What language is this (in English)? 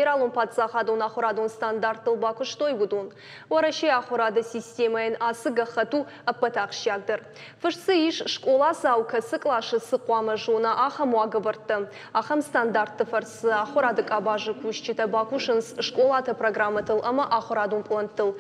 Ossetic